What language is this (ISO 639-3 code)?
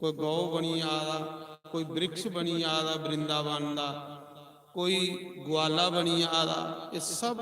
doi